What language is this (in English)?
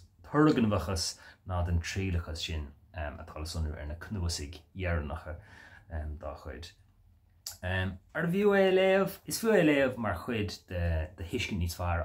Irish